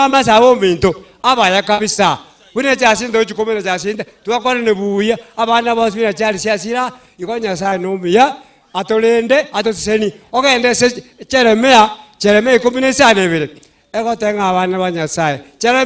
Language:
Gusii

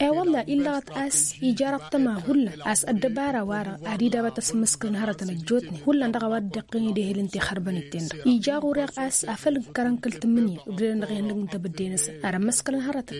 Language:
Tamasheq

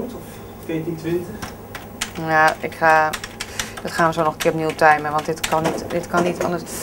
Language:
Dutch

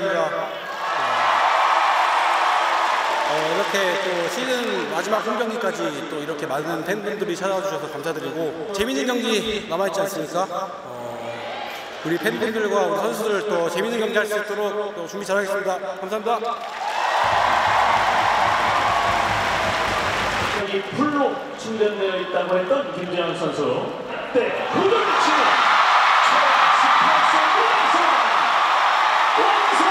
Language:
Korean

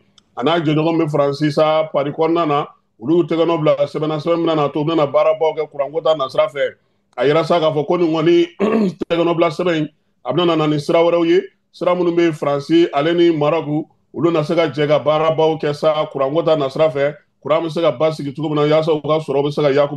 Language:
Bambara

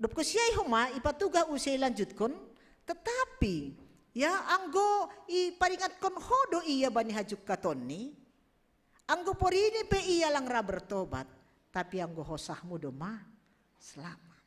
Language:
Batak Simalungun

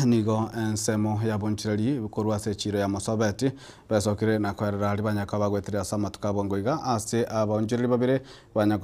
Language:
Gusii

